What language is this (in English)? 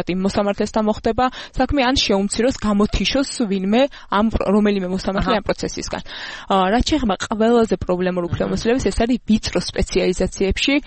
Georgian